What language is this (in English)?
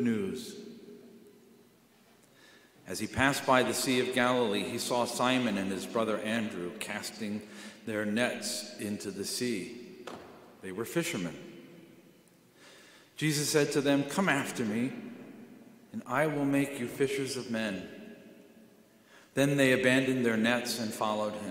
English